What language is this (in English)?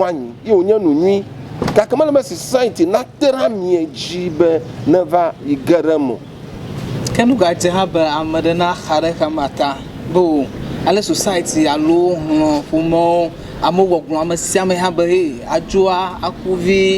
Ewe